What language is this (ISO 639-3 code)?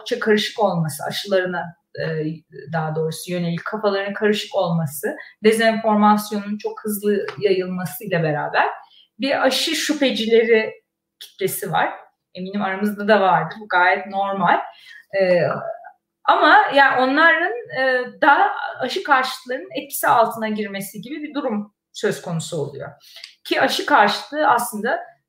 tur